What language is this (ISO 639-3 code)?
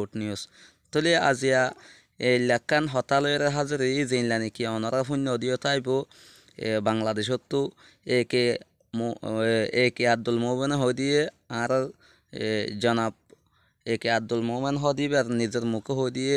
rhg